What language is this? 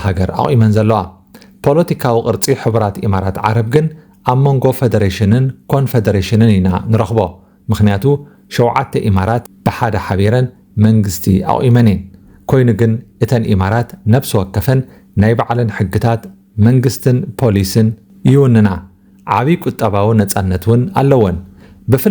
Tigrinya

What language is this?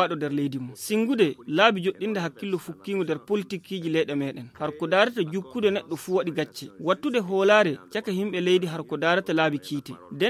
Fula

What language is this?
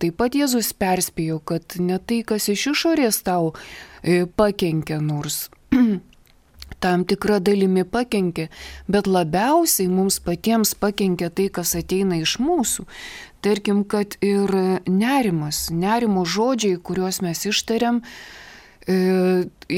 Lithuanian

